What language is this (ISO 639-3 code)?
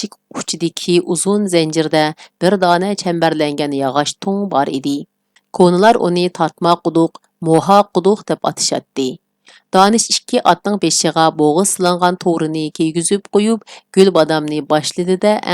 uig